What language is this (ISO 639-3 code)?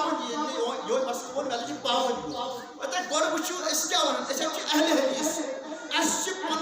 kas